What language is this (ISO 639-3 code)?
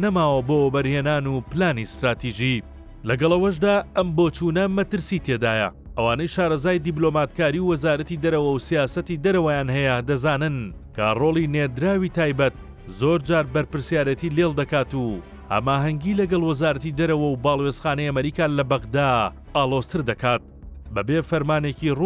ckb